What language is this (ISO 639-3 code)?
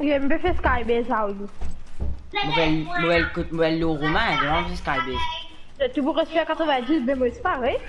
mfe